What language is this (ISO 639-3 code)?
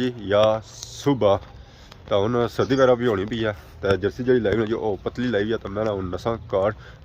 phr